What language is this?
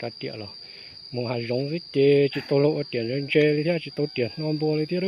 Hmong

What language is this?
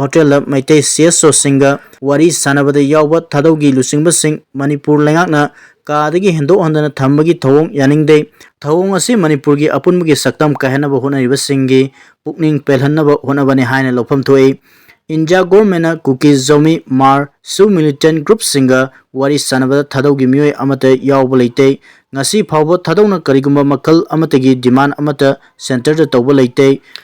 Manipuri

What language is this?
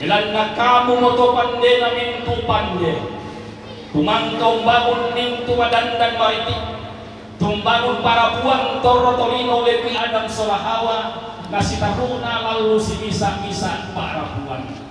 Toraja-Sa'dan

